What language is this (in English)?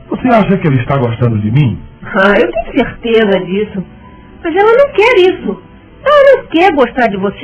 Portuguese